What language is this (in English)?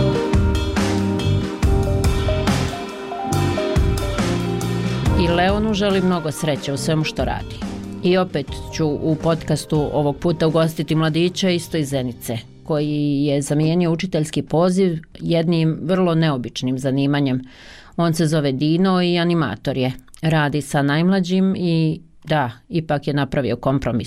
Bosnian